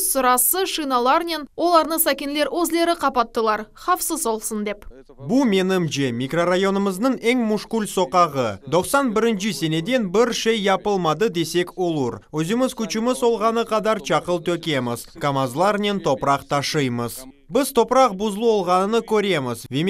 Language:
Crimean Tatar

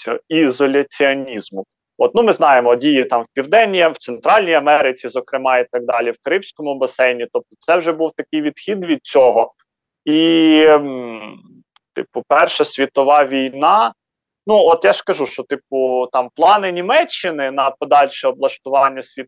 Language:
Ukrainian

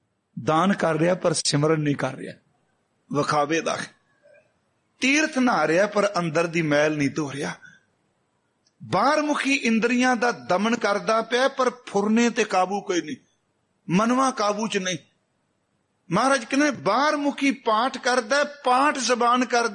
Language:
Punjabi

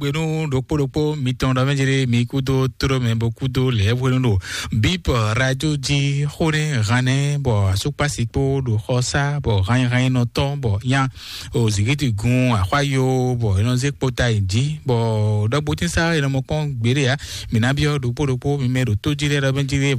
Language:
Fon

